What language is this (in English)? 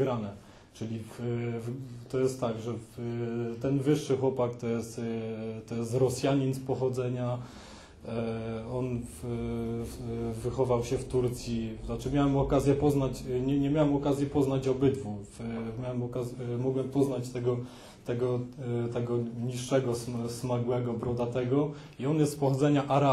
Polish